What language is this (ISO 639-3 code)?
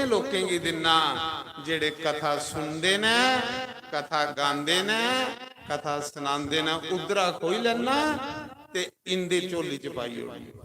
doi